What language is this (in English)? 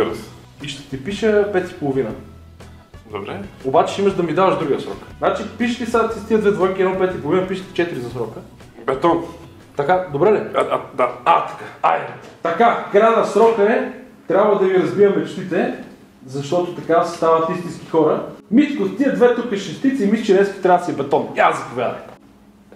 Bulgarian